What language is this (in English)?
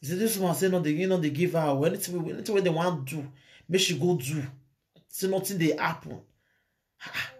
Nigerian Pidgin